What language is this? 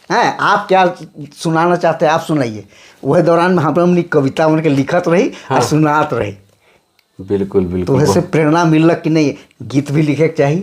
Sadri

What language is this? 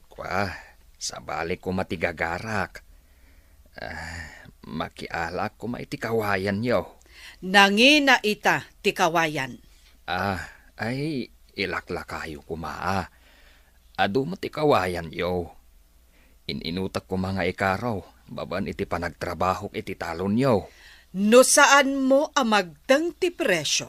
Iloko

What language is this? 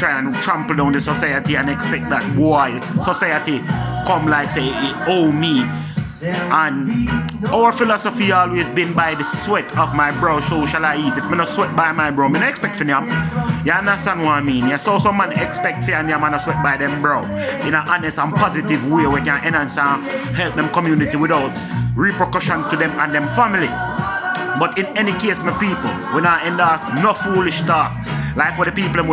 Jamaican Creole English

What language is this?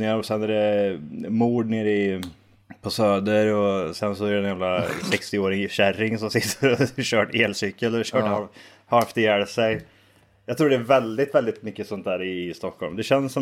Swedish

